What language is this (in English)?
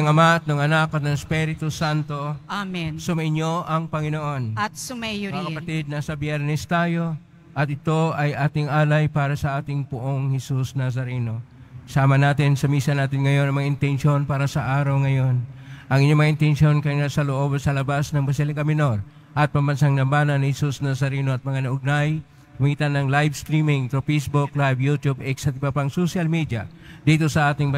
Filipino